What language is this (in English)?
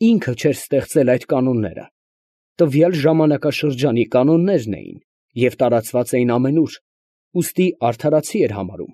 Armenian